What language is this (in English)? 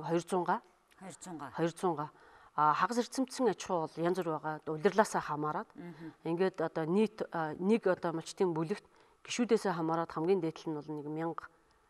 Mongolian